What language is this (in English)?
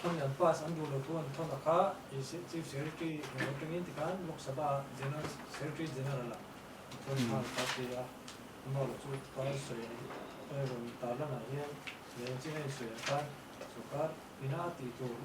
Mizo